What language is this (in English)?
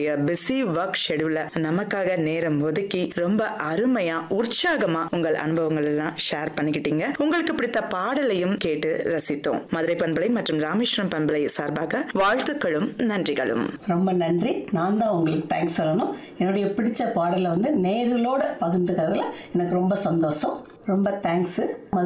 Tamil